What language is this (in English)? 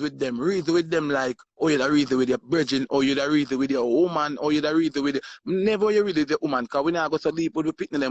Jamaican Creole English